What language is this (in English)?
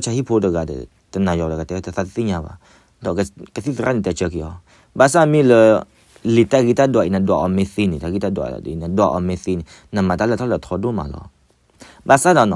S'gaw Karen